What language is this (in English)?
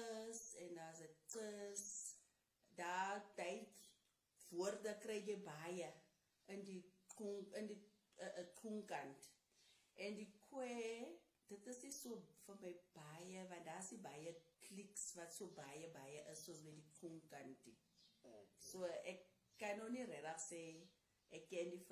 Afrikaans